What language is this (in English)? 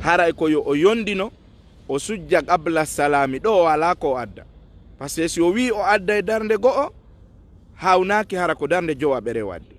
Fula